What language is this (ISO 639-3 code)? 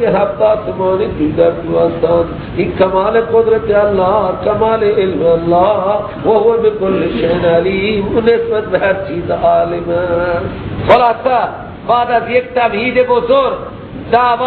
fas